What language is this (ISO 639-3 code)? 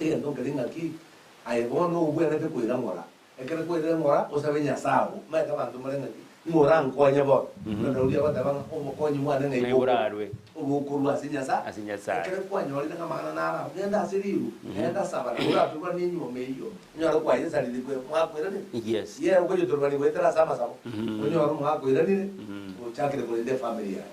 guz